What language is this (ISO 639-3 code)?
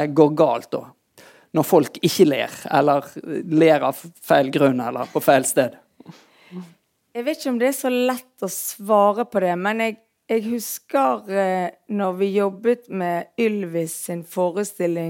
nor